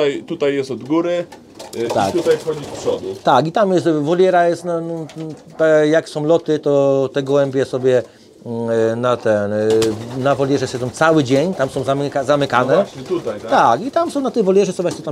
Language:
Polish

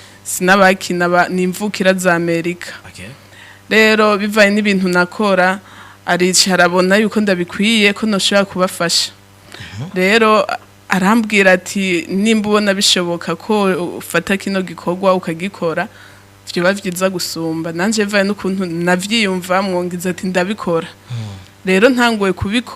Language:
Rundi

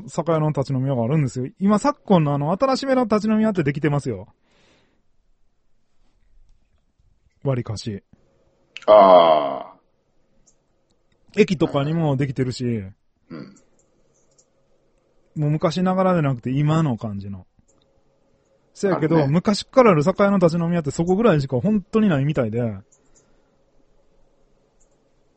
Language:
Japanese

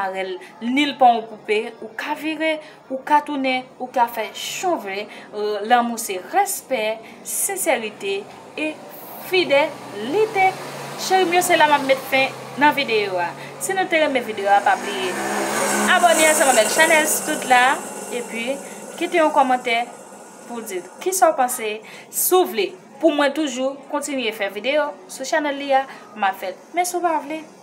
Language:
Haitian Creole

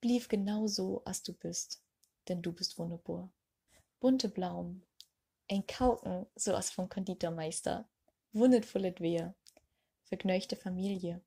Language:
Low German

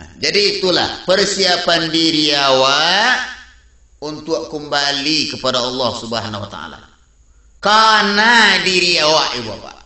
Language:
Minangkabau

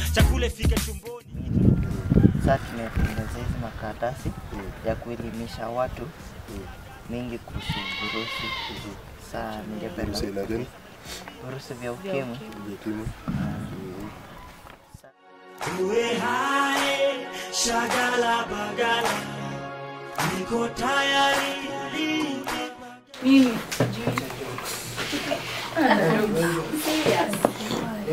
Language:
Swahili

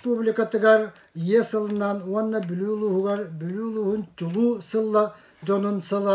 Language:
Yakut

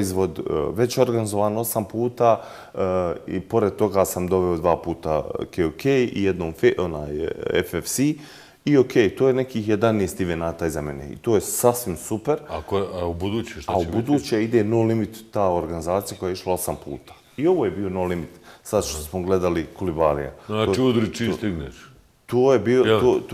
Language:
Bosnian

